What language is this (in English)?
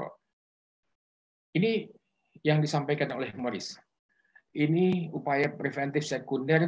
Indonesian